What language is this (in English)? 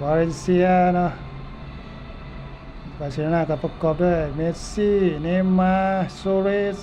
Lao